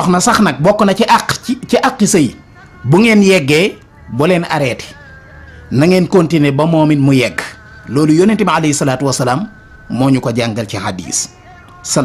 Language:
Wolof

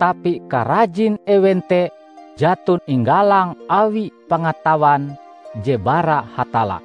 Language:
Ngaju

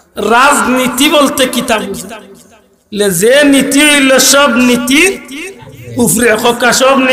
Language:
Sylheti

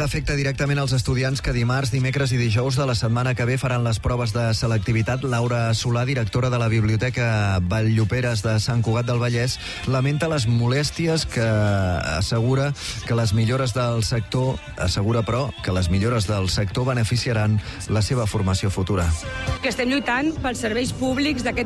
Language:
Catalan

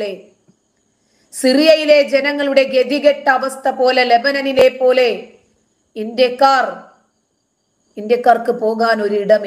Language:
Malayalam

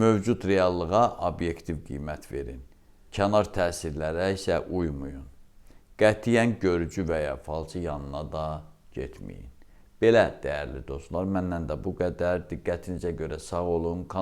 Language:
Azerbaijani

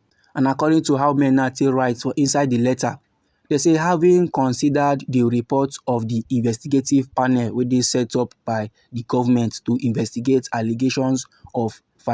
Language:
Nigerian Pidgin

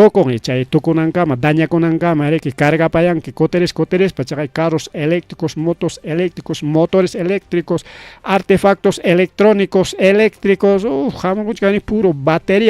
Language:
Ayacucho Quechua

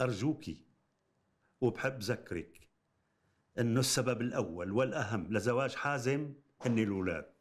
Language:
North Levantine Arabic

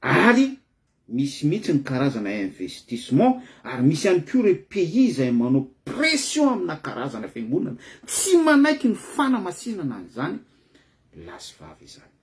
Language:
Malagasy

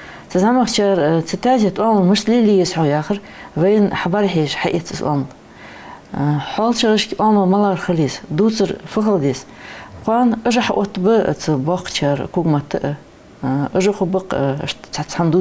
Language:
Ingush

